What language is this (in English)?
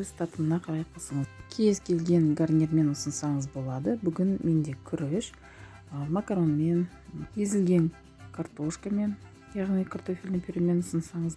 Kazakh